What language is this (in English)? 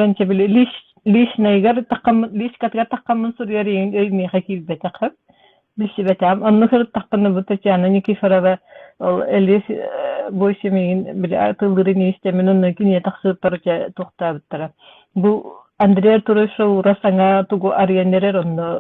Yakut